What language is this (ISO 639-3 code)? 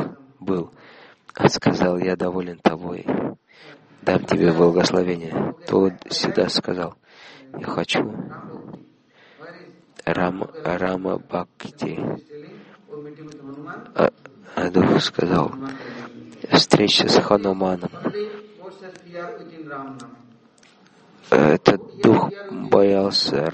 rus